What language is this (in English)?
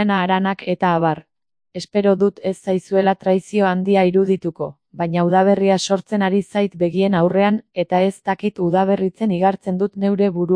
Basque